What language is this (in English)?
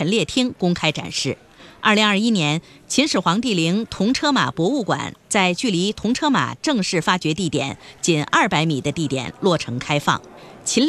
Chinese